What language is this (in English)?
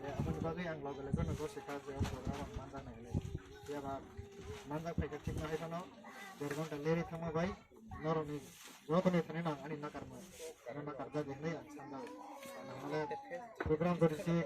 Kok Borok